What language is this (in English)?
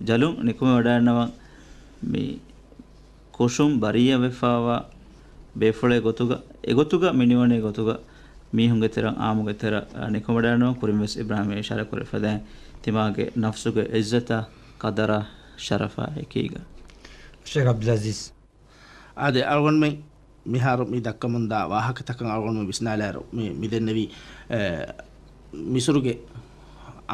Divehi